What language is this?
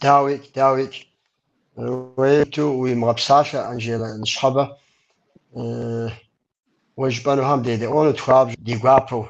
Kabardian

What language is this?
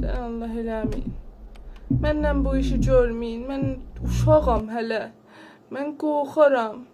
South Azerbaijani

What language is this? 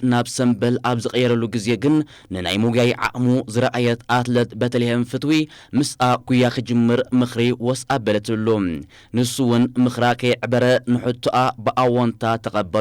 Tigrinya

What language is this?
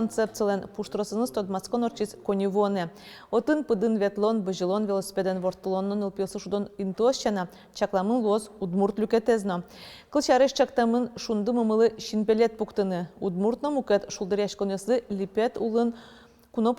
Udmurt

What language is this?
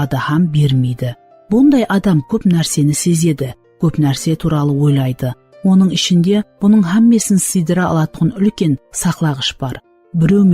Kara-Kalpak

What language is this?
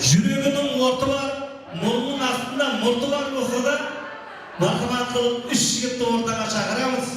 Kara-Kalpak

